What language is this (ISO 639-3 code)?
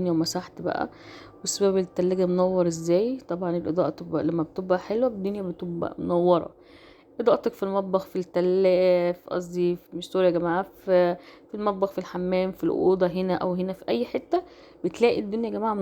arz